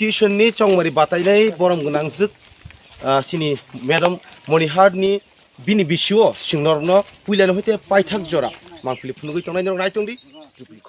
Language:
Kok Borok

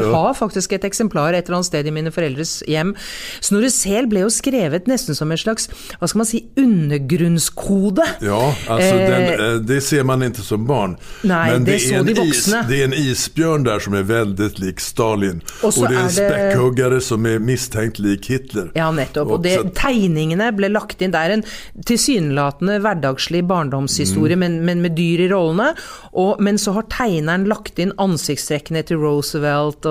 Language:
Norwegian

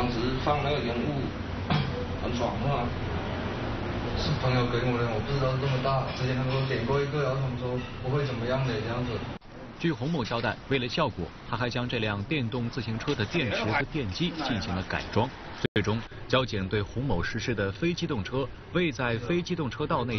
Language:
Chinese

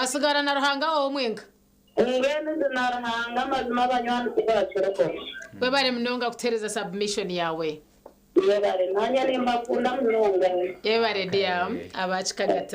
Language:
Nyankole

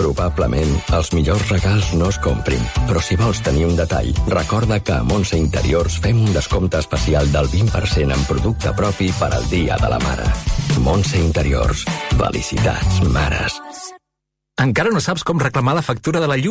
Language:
Catalan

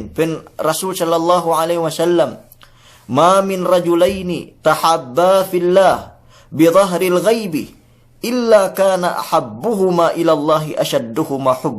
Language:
Yakan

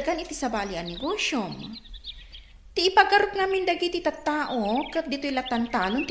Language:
Iloko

